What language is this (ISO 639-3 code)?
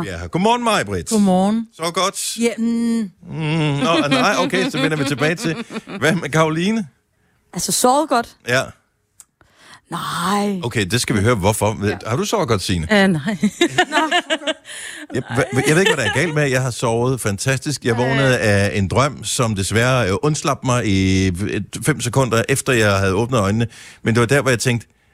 dan